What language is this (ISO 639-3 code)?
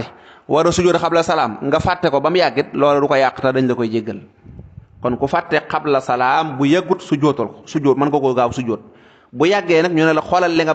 wol